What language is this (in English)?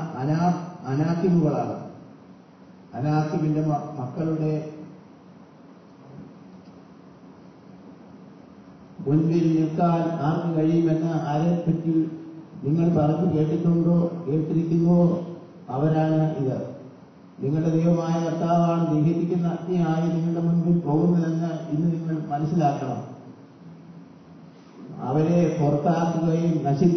Malayalam